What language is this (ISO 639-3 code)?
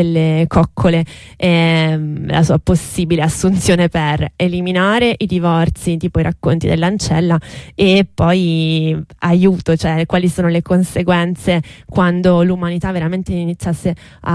ita